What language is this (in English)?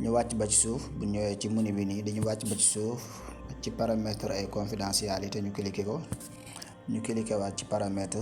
Wolof